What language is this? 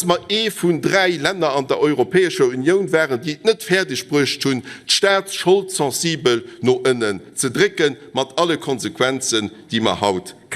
Luxembourgish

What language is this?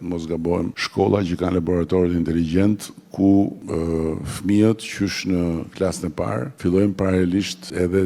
Albanian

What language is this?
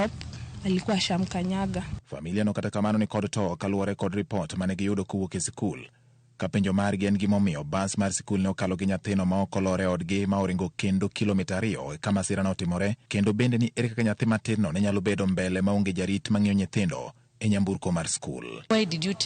Luo (Kenya and Tanzania)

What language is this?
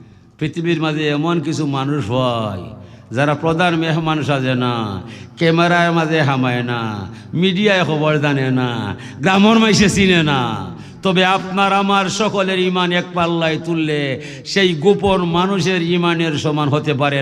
Sylheti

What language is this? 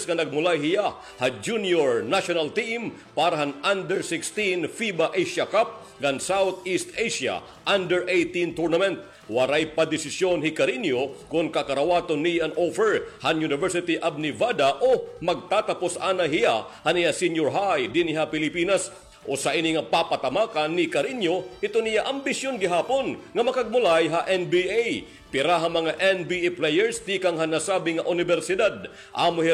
Waray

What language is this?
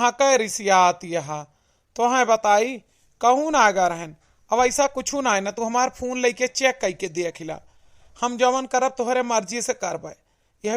Awadhi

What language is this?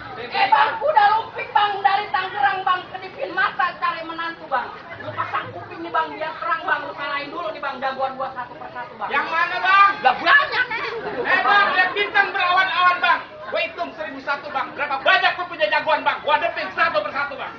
Betawi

